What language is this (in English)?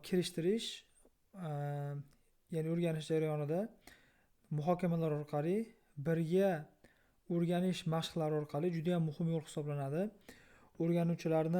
Uzbek